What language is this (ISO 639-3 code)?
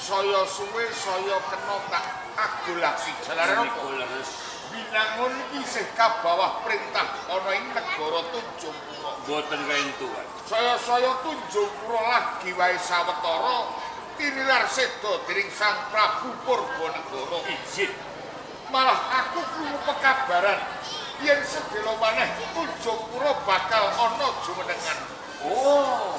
jav